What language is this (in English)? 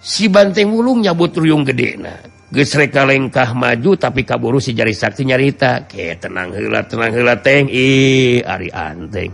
Sundanese